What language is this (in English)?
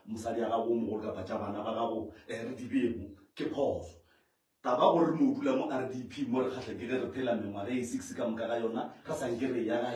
Northern Sotho